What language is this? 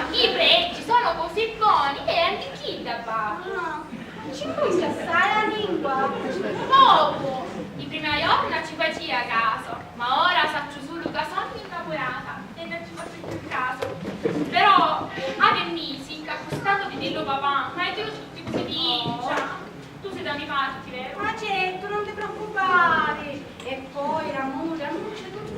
Sicilian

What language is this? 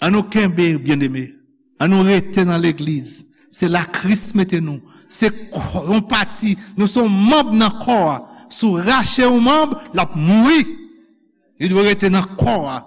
Haitian Creole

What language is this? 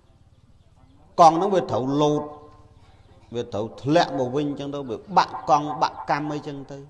Khmer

